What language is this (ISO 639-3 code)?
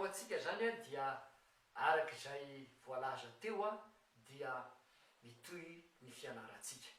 mlg